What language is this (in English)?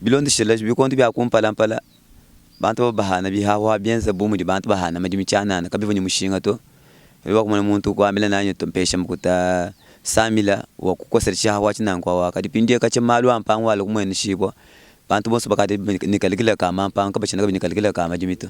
Luba-Lulua